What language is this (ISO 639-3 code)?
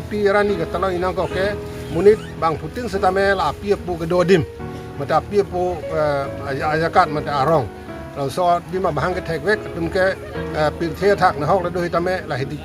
mjw